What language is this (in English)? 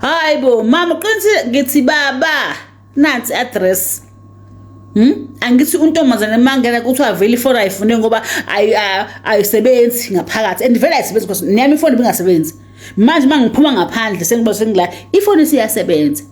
Zulu